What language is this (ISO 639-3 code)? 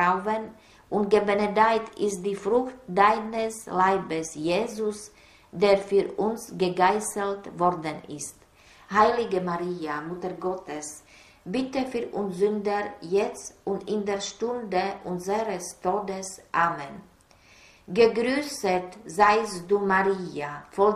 deu